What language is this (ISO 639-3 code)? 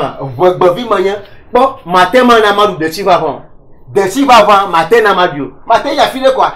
ewe